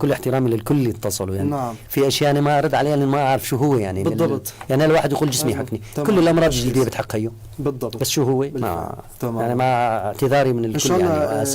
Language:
North Levantine Arabic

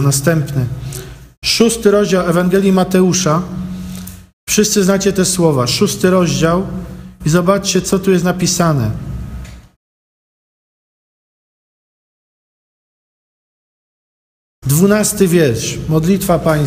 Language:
Polish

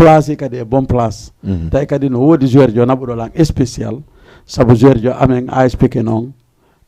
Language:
Fula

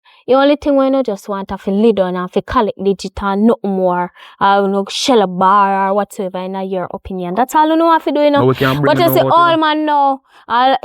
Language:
Jamaican Creole English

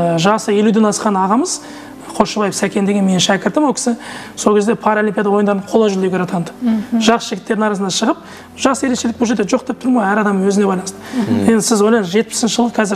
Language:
Kazakh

